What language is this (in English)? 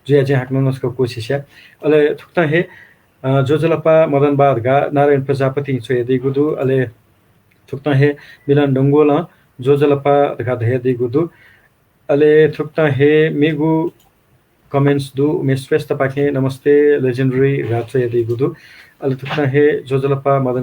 Newari